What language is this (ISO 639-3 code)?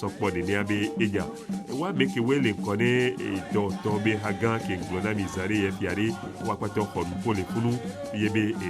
ewe